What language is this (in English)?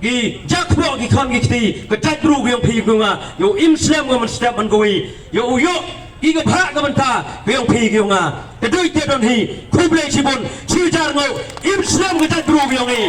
Pnar